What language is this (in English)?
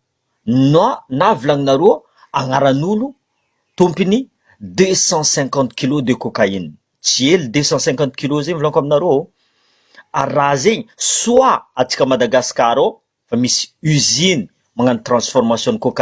Malagasy